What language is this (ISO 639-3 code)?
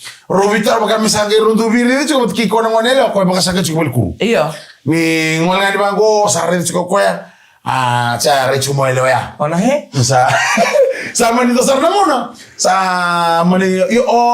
fij